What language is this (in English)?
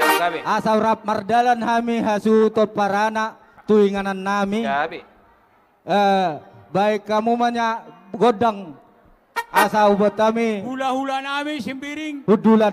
Batak Toba